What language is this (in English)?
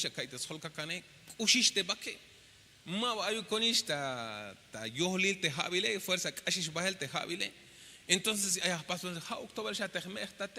Tzeltal